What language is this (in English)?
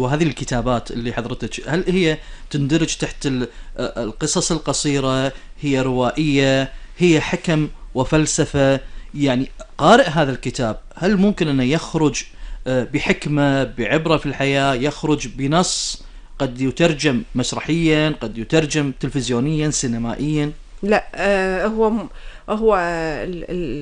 Gulf Arabic